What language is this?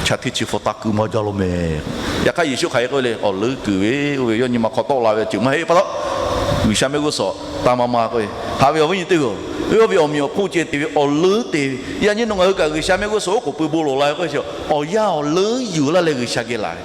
Lahu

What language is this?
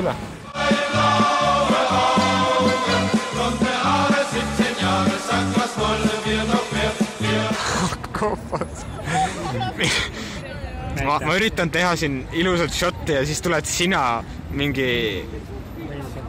Estonian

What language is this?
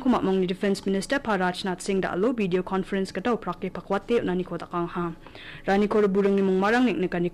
Garo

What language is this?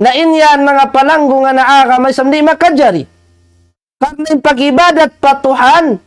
Tausug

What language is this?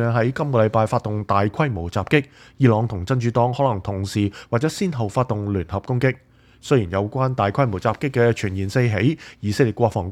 Cantonese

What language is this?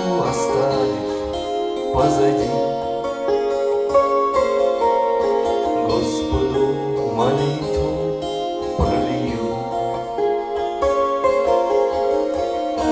Russian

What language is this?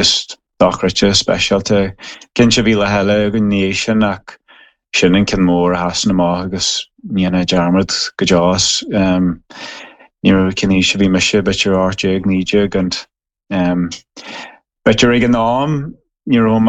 Irish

